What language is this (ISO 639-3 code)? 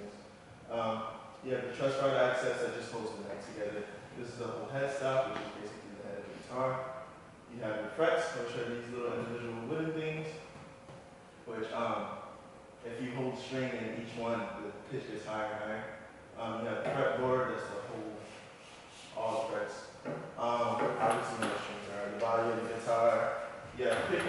eng